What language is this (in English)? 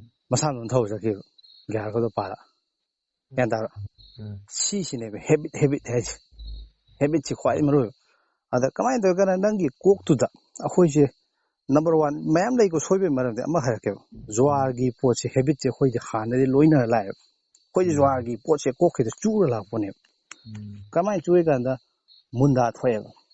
Manipuri